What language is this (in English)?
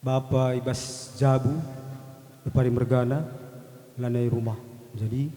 Batak Karo